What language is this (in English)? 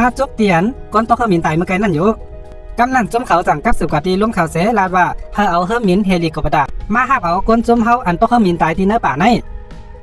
Shan